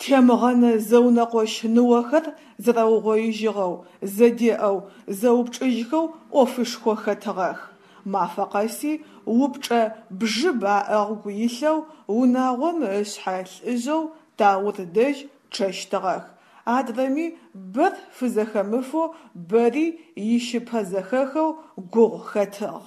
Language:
Adyghe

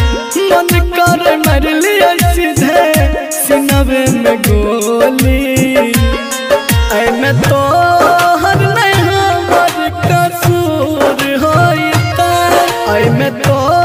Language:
Bhojpuri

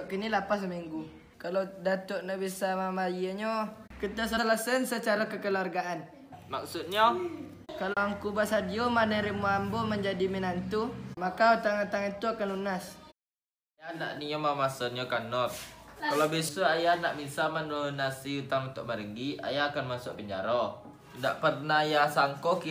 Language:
Minangkabau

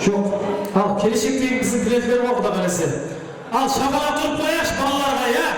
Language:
Kara-Kalpak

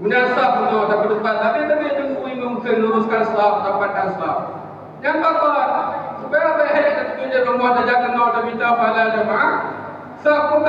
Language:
Achinese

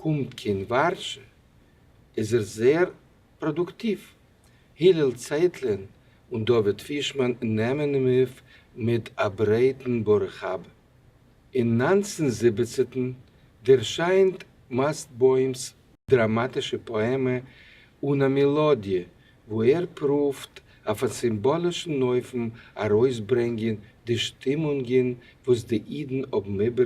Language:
Yiddish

